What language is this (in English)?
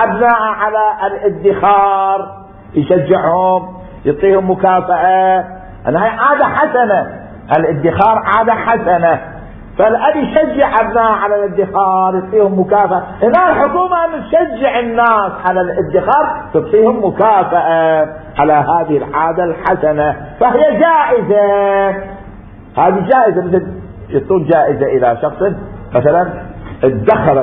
Mesopotamian Arabic